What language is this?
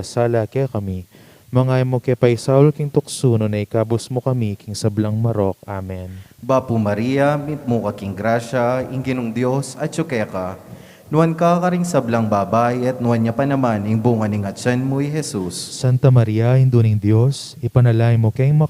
Pampanga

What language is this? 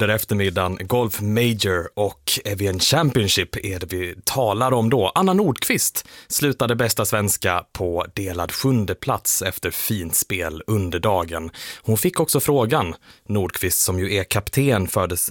Swedish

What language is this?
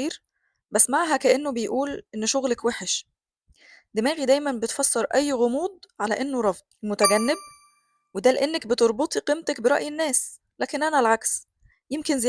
Egyptian Arabic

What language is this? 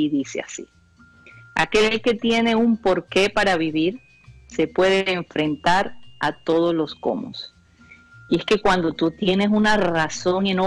Spanish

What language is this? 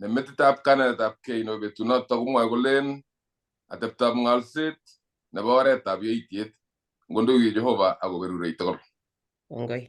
Kalenjin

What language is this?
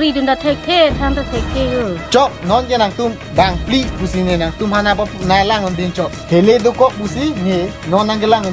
Karbi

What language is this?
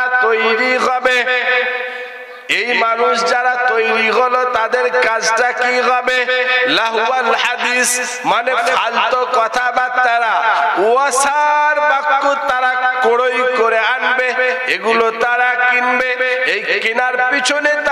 Bangla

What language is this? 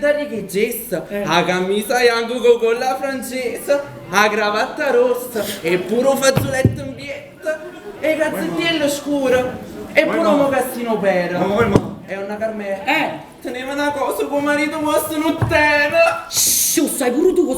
Neapolitan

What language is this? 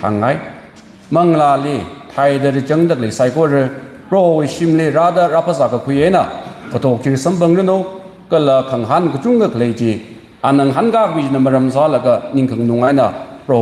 Tangkhul Naga (India)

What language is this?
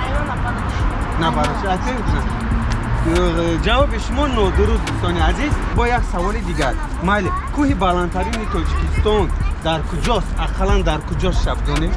Tajik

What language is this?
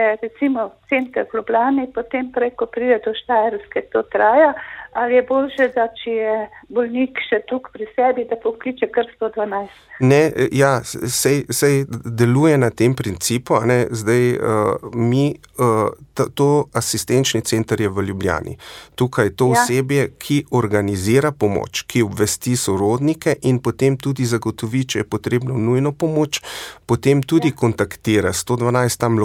Slovenian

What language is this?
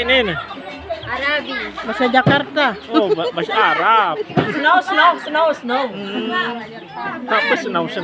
Sasak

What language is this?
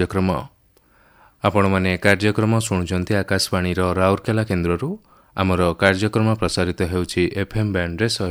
Odia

